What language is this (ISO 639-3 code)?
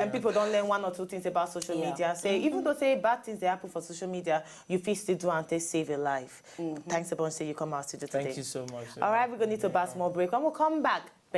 pcm